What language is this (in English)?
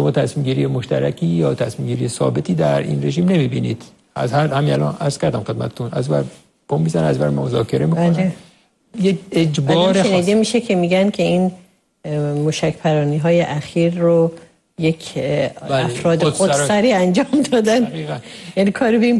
Persian